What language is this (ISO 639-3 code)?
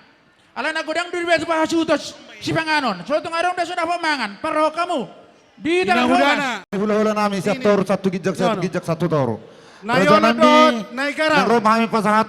bbc